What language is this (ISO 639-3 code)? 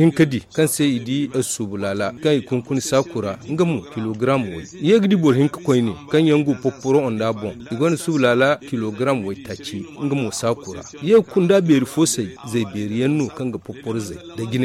dje